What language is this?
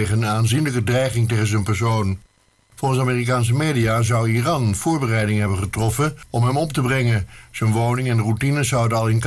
Dutch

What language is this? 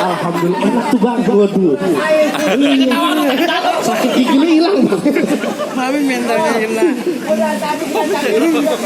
Betawi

